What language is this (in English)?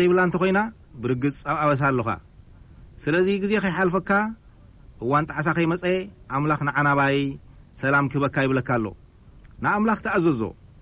Tigrinya